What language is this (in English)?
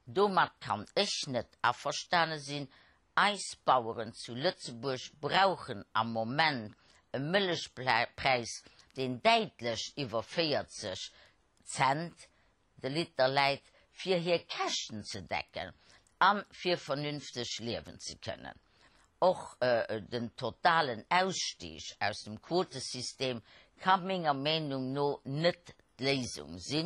Luxembourgish